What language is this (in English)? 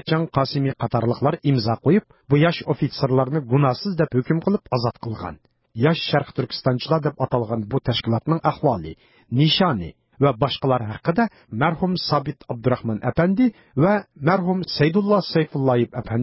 Uyghur